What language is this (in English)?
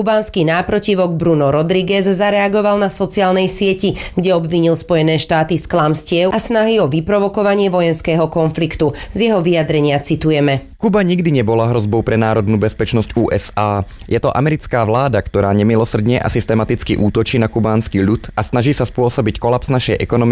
Slovak